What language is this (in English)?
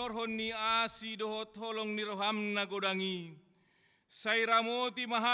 Batak Toba